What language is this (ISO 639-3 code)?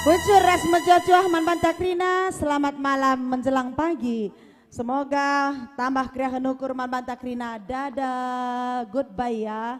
btx